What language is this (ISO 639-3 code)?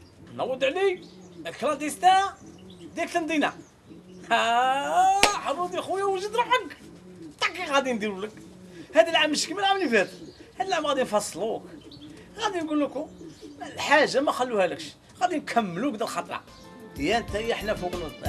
arq